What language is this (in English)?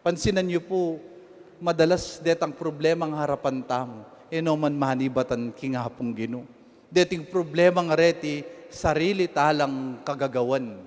Pampanga